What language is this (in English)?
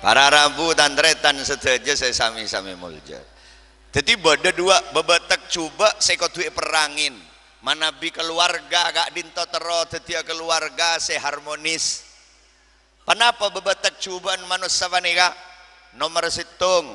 Madurese